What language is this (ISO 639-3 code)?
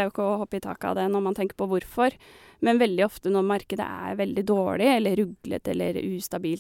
nor